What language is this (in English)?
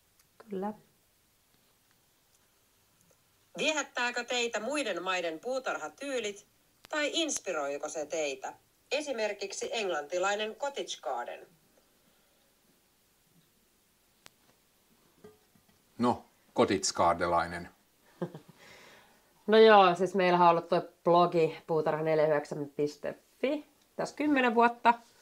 Finnish